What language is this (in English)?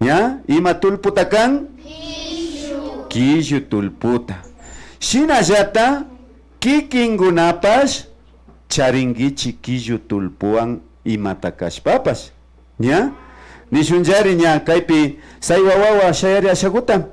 Imbabura Highland Quichua